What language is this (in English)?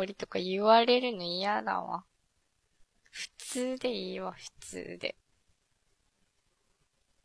Japanese